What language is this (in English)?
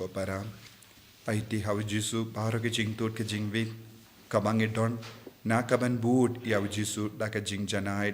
Khasi